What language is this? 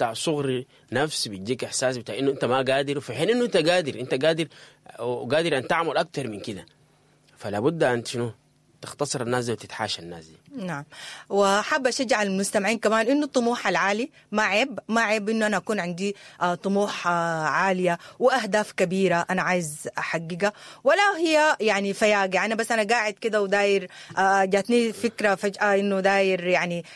Sudanese Arabic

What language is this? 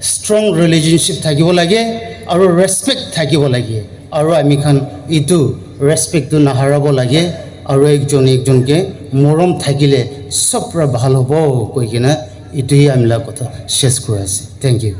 Naga Pidgin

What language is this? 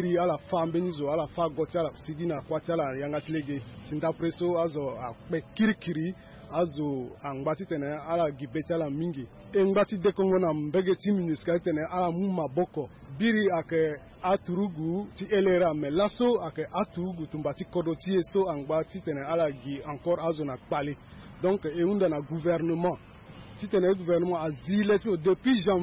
Sango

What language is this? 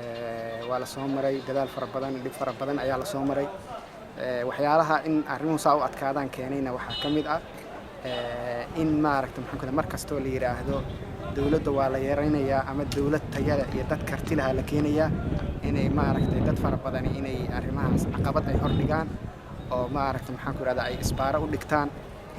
Somali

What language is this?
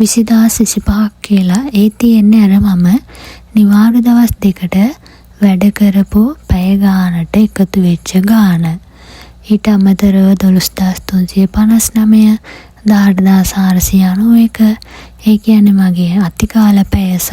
Sinhala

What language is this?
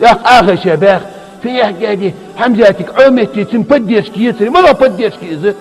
Chechen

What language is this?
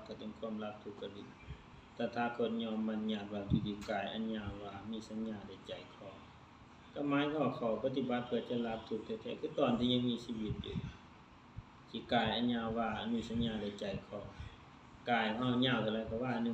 Lao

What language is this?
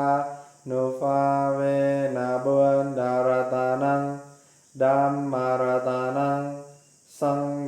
Pali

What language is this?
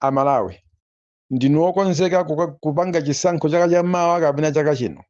Nyanja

